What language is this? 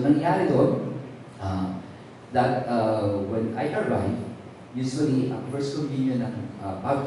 Filipino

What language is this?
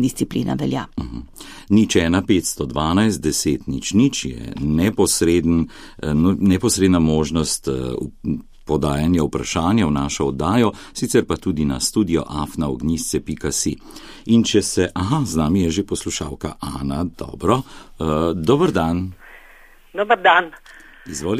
Slovenian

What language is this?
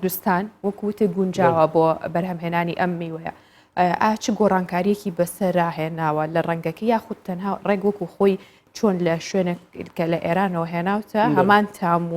Central Kurdish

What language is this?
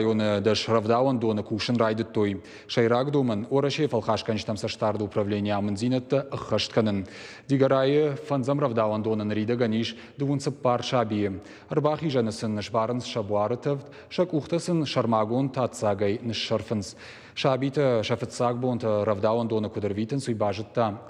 Ossetic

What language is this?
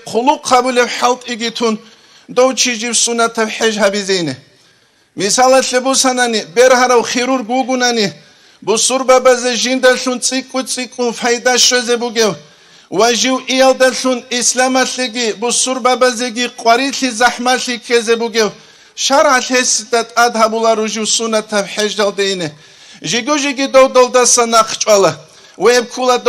Avaric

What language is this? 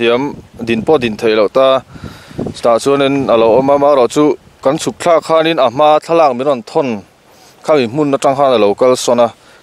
Mizo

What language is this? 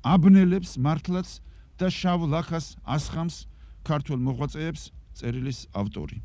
Georgian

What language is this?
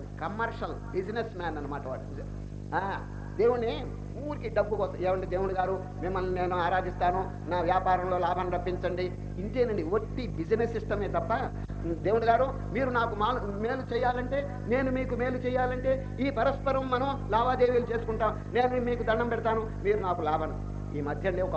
Telugu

